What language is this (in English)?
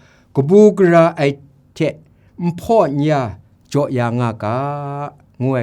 Kachin